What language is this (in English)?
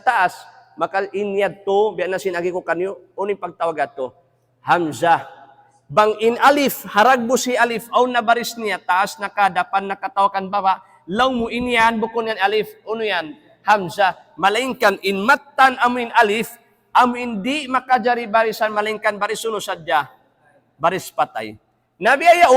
Tausug